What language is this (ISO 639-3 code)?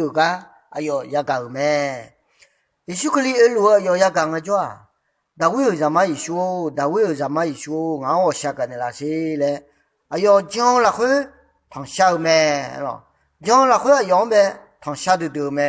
ahk